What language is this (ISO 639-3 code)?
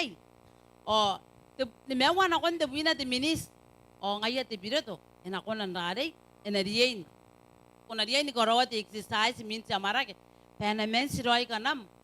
gil